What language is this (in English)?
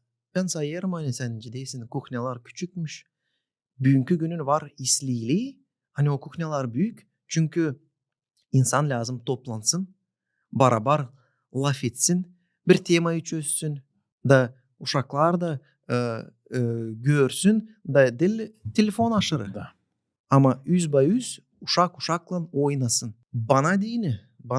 Gagauz